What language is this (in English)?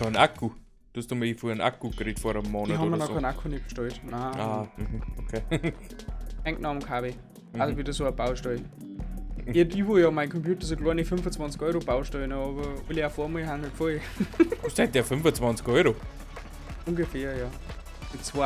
Bavarian